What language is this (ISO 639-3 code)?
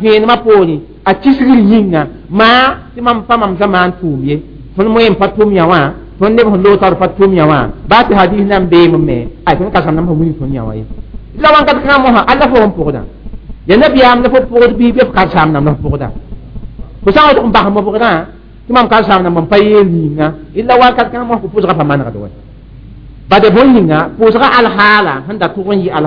mos